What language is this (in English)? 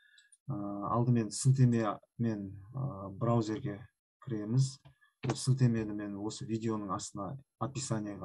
Kazakh